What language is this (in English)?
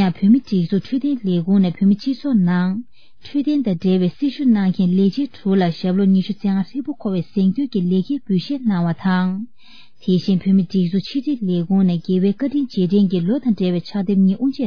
Tibetan